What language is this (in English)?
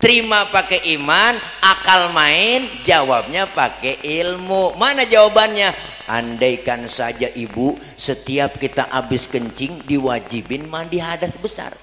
Betawi